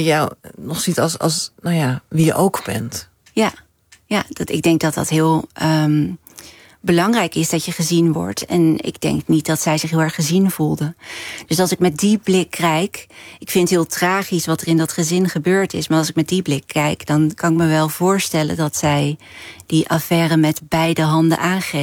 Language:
Dutch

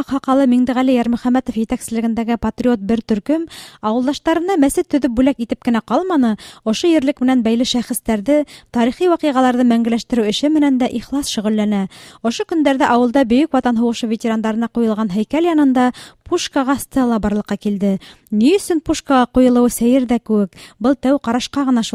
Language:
Bashkir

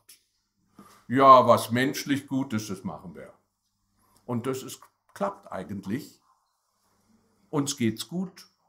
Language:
German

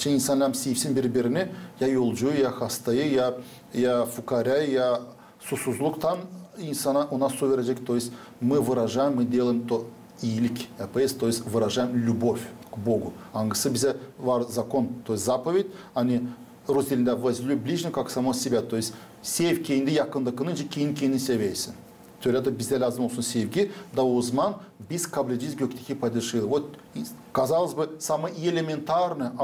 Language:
Gagauz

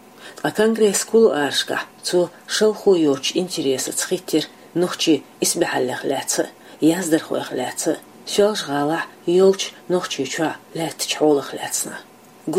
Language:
Chechen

